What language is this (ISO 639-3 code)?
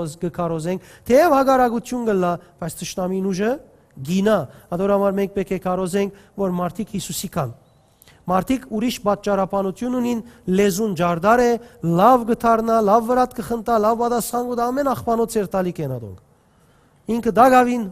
hyw